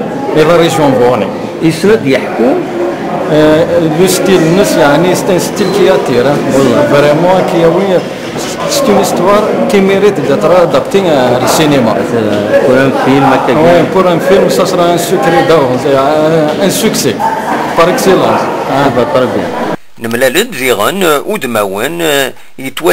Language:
Kabyle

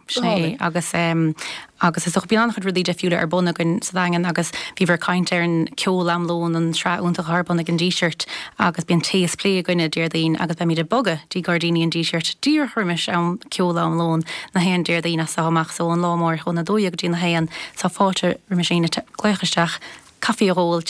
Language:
Irish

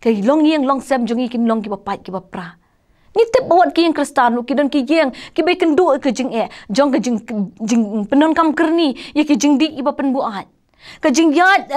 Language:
Khasi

